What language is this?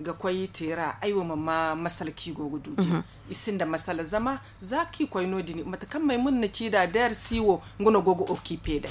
Zarma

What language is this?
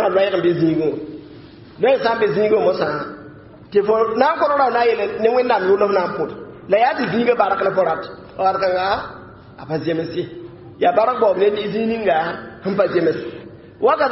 Mossi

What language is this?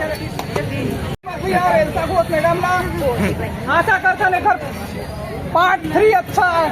Chhattisgarhi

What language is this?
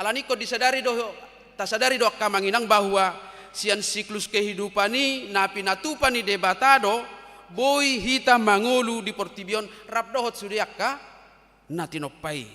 Batak Toba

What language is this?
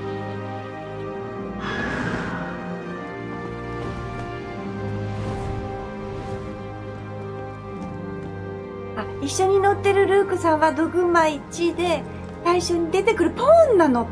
Japanese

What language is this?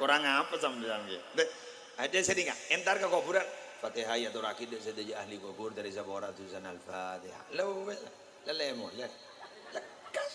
Madurese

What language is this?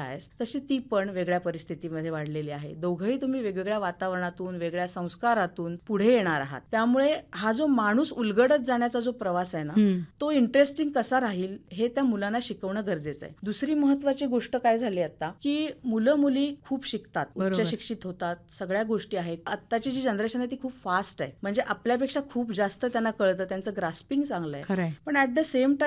Marathi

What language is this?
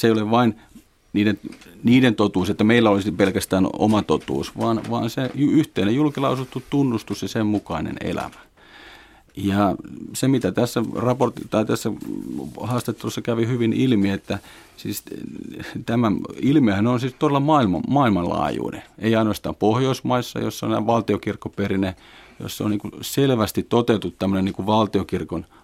Finnish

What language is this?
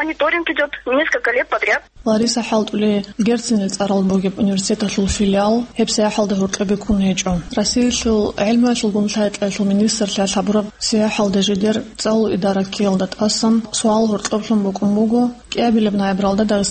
Avaric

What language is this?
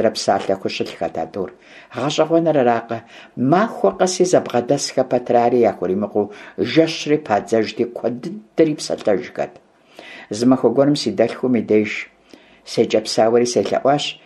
Kabardian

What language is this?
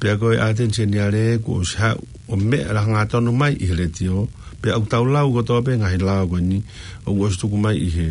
Tongan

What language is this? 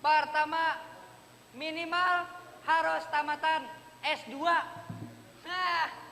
Banjar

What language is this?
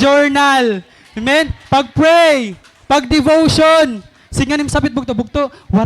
Waray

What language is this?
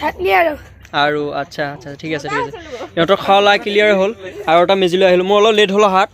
Assamese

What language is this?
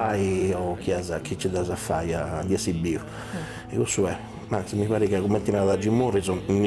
Sardinian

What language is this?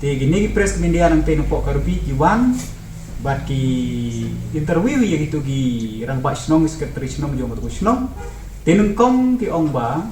Khasi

